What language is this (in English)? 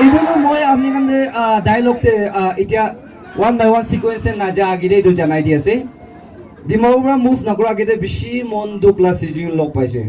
Naga Pidgin